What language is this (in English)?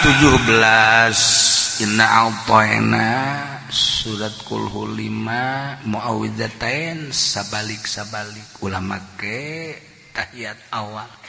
Sundanese